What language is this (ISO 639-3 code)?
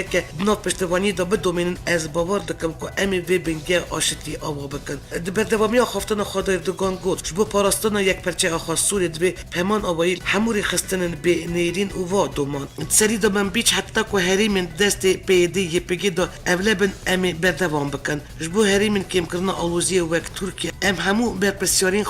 kur